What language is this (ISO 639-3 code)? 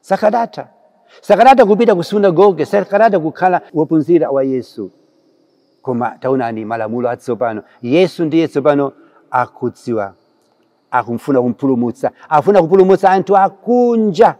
nya